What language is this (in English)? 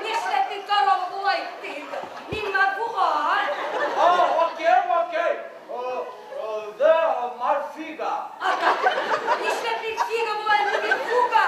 Bashkir